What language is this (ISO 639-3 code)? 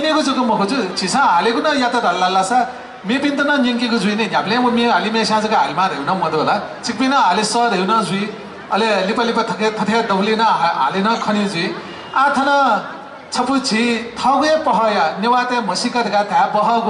new